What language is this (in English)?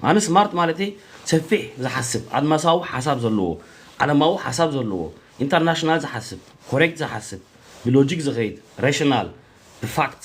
Tigrinya